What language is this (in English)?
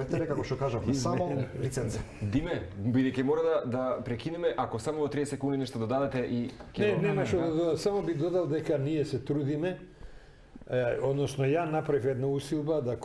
Macedonian